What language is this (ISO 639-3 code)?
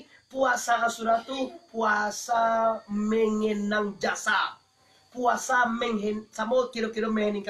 min